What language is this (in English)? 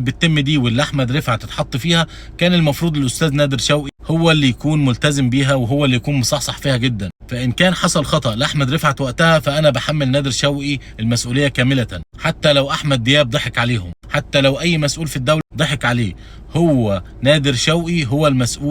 Egyptian Arabic